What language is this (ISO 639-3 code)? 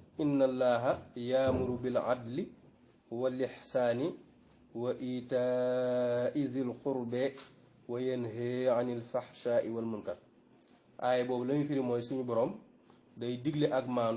wol